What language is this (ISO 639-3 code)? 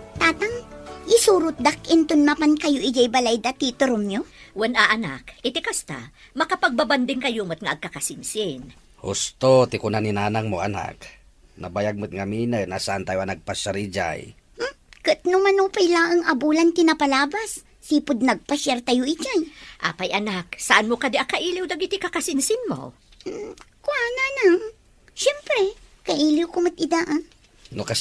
ilo